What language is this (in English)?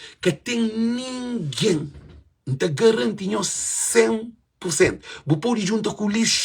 Kabuverdianu